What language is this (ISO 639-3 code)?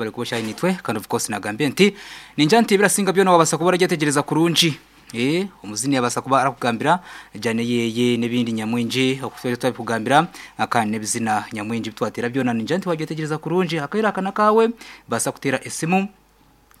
nyn